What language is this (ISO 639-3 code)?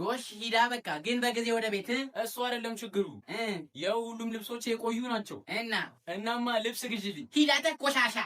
amh